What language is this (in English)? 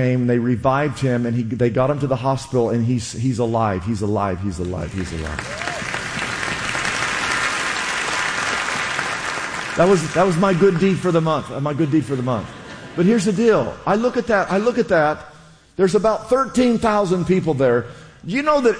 English